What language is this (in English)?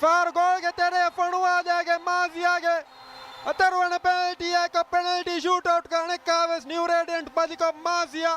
Divehi